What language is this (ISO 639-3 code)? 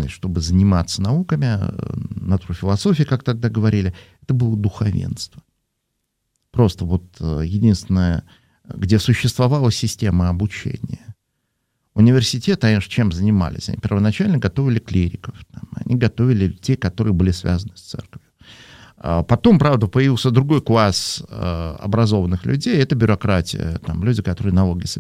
rus